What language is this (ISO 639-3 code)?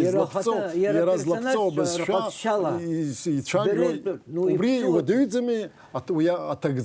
abk